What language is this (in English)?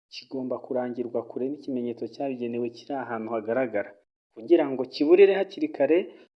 Kinyarwanda